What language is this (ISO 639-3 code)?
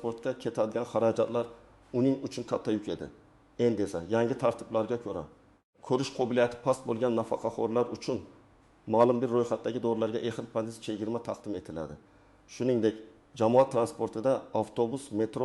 uzb